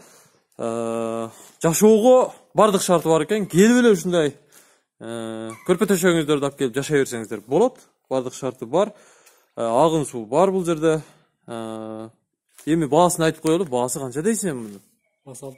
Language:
Kyrgyz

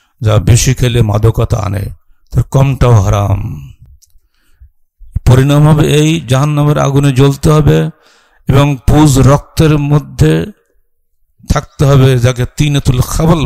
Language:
Bangla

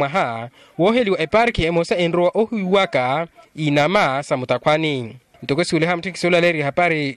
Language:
Makhuwa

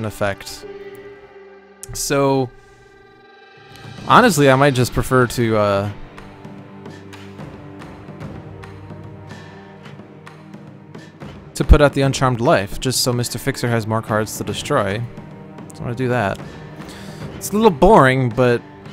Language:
English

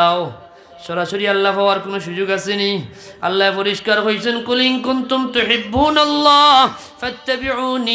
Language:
Sylheti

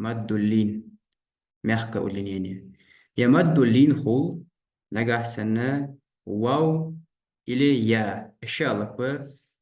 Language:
Ingush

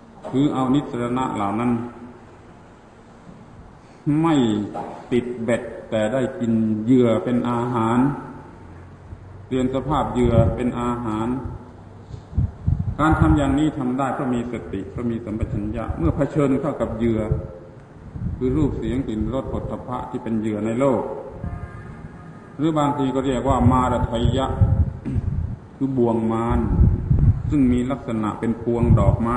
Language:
Thai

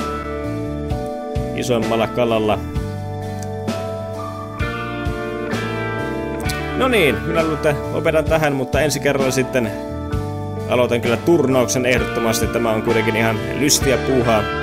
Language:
Finnish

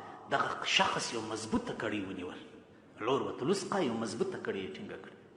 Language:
Pashto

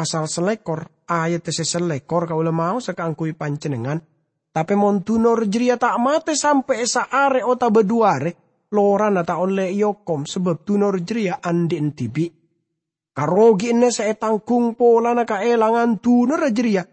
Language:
Madurese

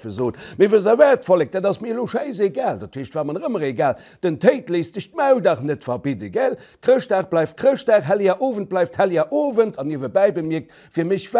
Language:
Luxembourgish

